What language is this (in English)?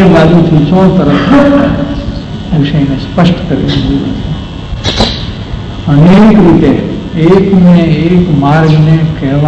Gujarati